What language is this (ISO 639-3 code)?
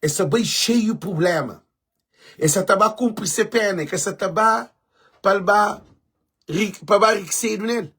kea